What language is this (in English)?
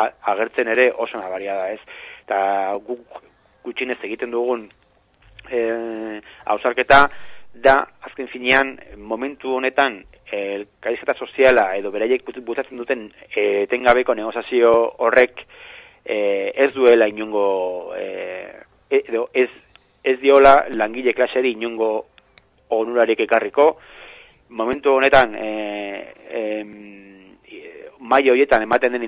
Basque